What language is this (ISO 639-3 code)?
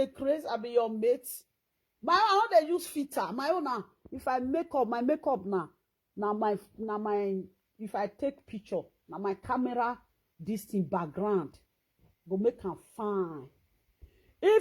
pcm